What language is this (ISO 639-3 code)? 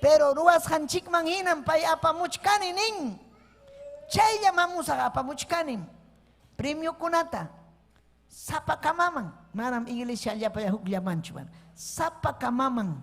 quy